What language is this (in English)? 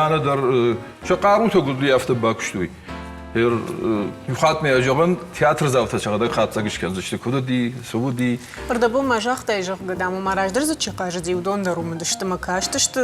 Ossetic